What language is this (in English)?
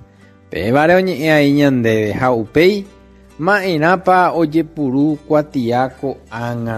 Guarani